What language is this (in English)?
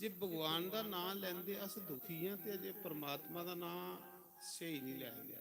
Dogri